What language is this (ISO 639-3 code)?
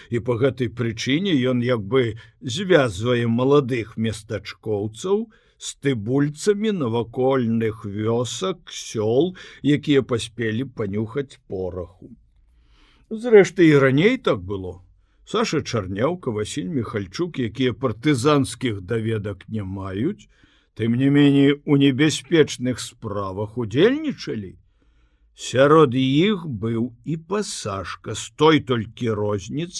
bel